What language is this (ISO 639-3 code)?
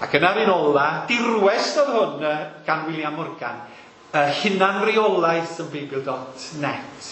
cym